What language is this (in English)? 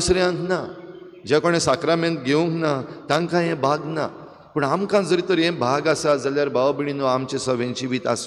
Konkani